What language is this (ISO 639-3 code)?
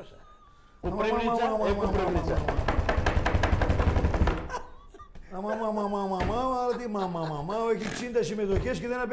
ell